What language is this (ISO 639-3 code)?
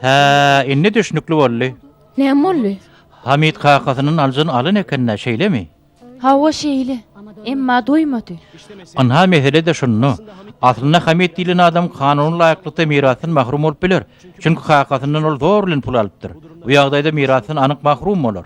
tuk